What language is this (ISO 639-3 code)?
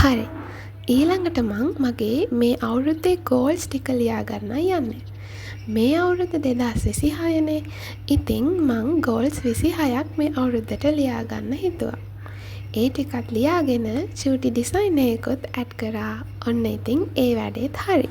sin